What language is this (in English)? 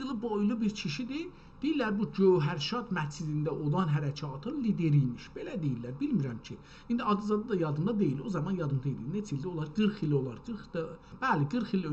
South Azerbaijani